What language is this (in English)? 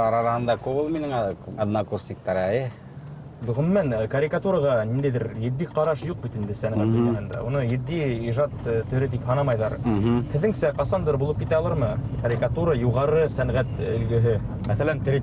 Bashkir